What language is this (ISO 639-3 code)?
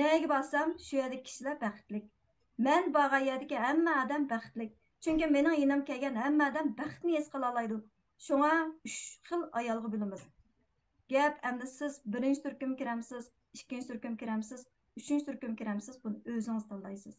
uig